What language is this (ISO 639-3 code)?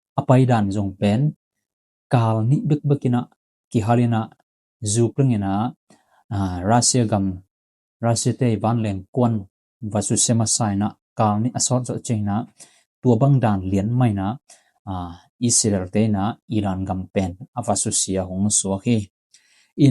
ctd